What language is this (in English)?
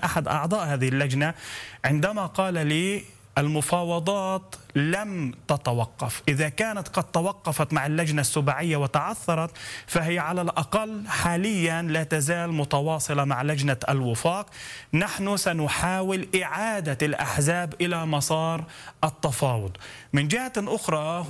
Arabic